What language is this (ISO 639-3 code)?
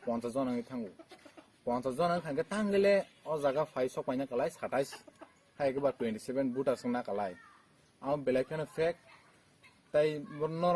trp